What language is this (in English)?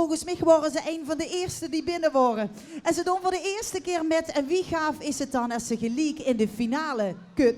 Limburgish